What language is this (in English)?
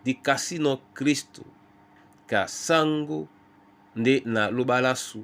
Duala